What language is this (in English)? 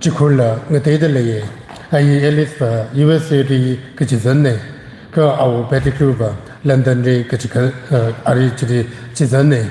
Tangkhul Naga (India)